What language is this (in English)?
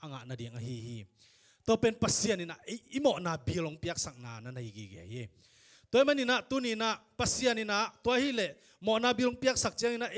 Tedim Chin